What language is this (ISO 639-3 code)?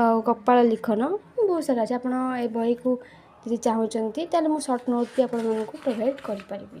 ori